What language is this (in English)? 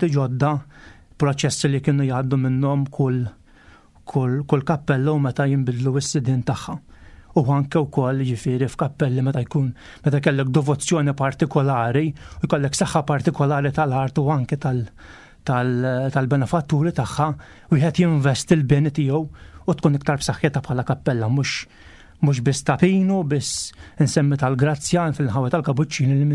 Maltese